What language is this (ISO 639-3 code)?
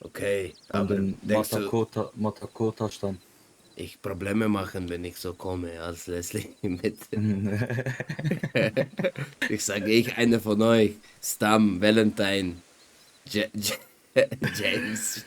gsw